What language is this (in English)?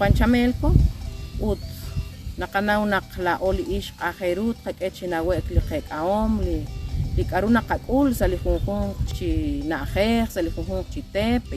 Kekchí